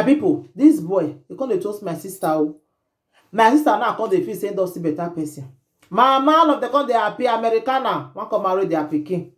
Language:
Nigerian Pidgin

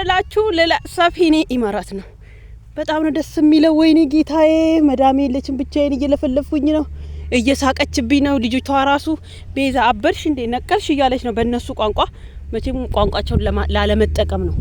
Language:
Amharic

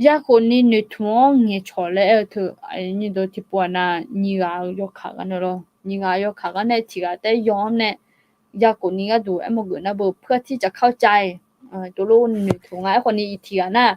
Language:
Akha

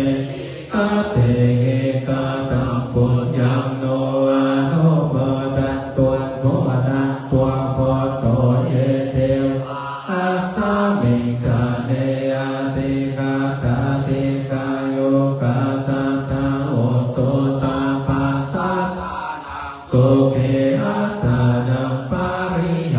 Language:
Pali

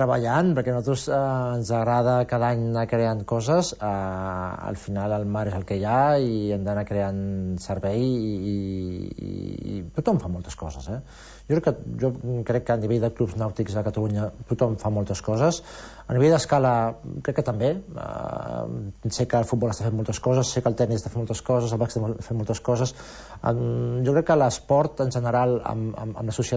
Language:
Catalan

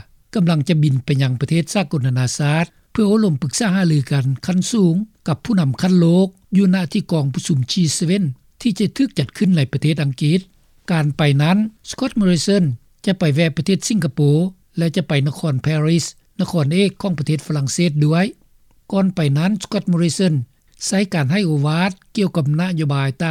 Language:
Lao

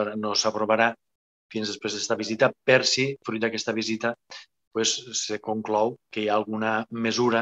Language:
Catalan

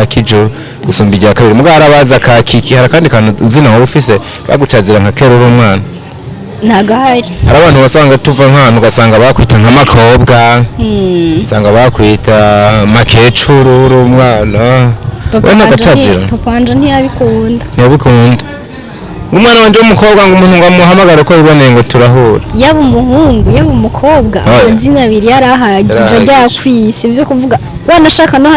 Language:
Rundi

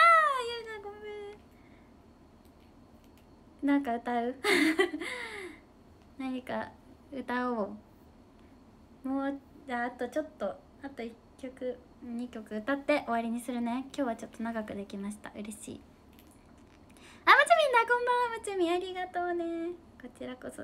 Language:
Japanese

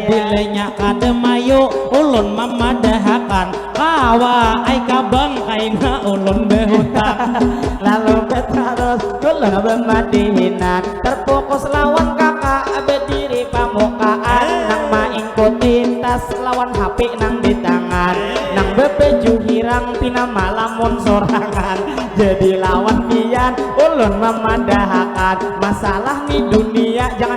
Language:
Banjar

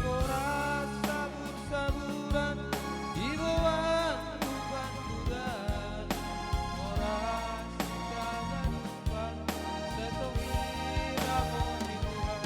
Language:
Batak Simalungun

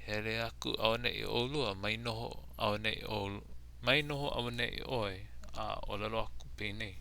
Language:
Hawaiian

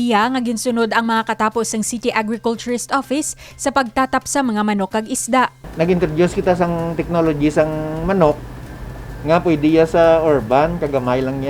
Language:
Hiligaynon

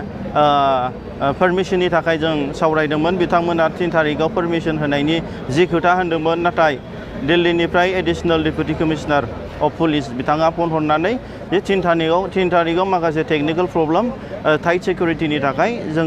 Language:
Bodo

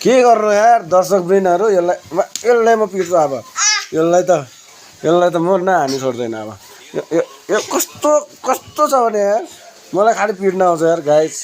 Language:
Nepali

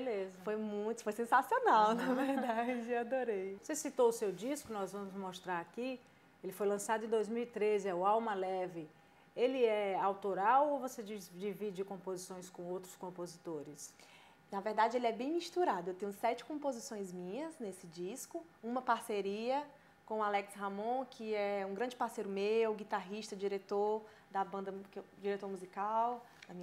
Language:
Portuguese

